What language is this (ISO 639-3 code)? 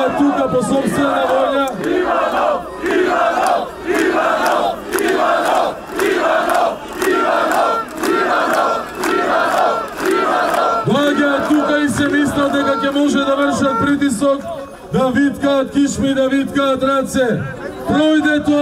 mkd